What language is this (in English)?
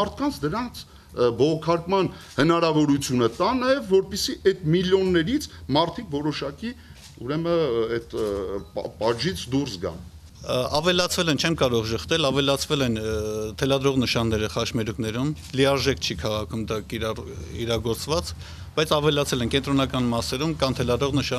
Armenian